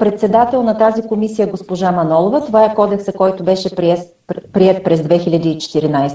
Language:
Bulgarian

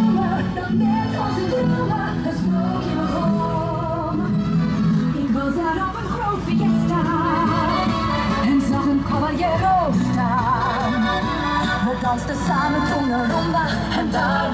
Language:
Dutch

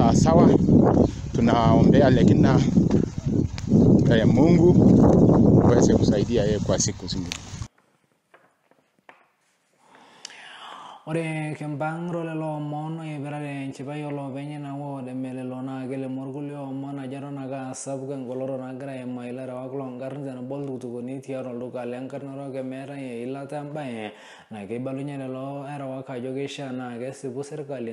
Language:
Masai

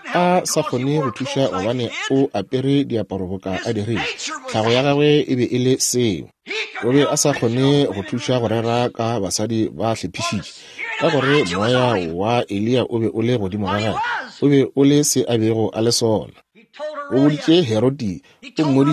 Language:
Northern Sotho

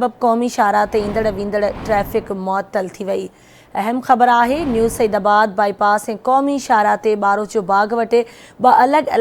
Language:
Sindhi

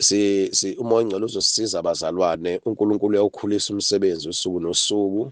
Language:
Zulu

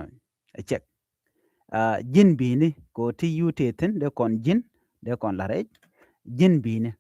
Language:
Nuer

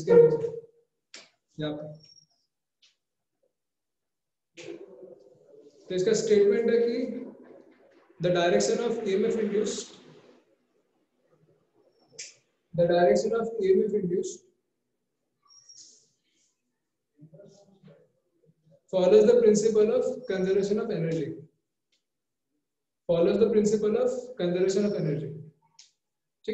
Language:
Hindi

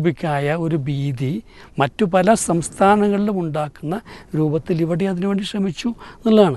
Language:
Malayalam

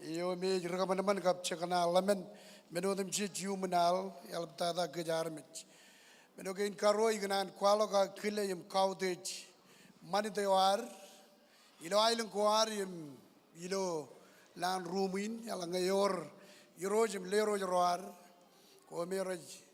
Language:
Marshallese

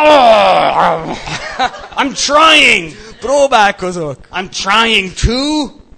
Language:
Hungarian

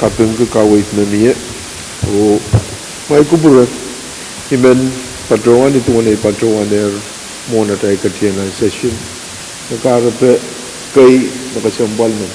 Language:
Pohnpeian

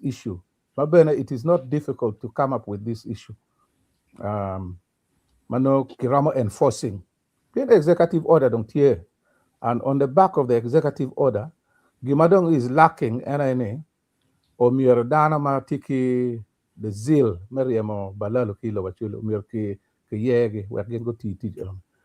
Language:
Acoli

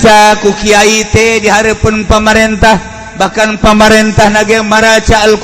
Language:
Sundanese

